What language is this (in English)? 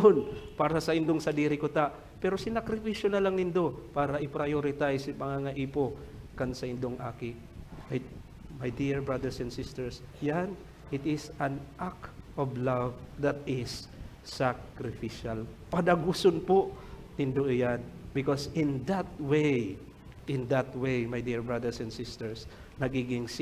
Bikol